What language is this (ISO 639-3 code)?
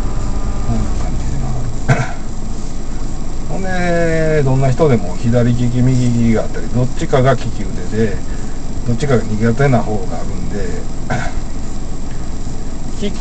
jpn